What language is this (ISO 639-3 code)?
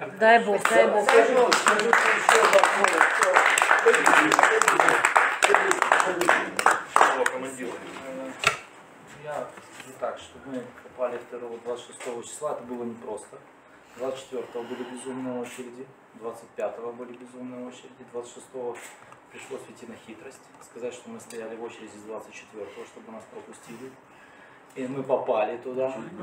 rus